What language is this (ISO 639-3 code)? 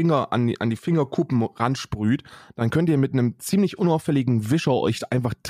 deu